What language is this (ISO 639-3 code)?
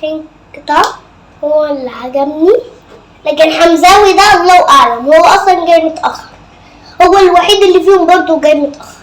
arz